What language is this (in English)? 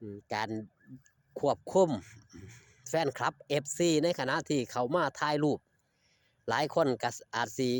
Northeastern Thai